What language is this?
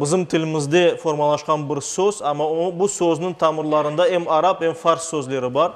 Crimean Tatar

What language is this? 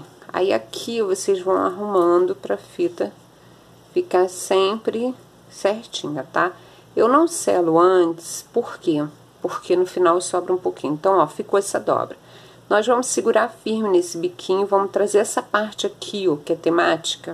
Portuguese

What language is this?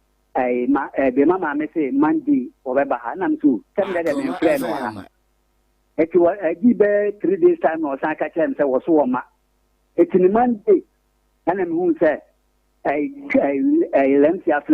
Akan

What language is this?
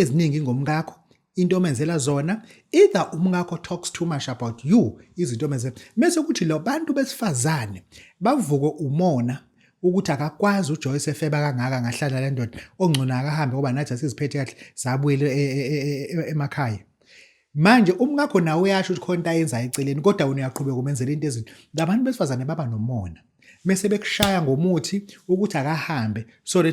Zulu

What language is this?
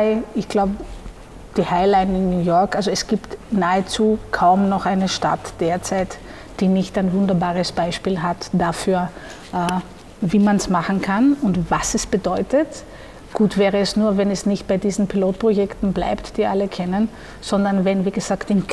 German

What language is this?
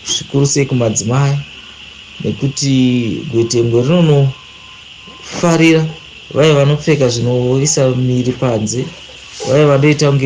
Shona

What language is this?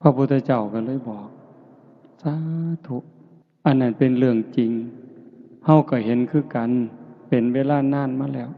Lao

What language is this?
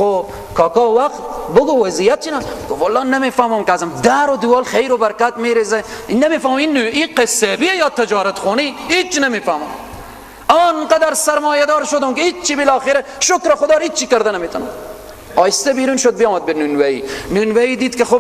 Persian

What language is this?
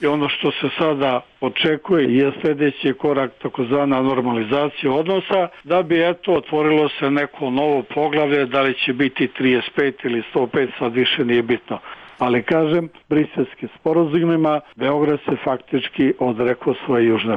Serbian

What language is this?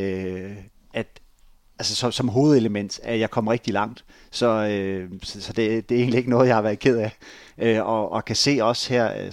Danish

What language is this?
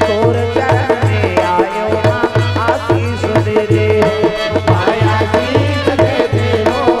Chhattisgarhi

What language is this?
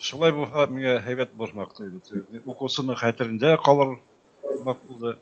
Bashkir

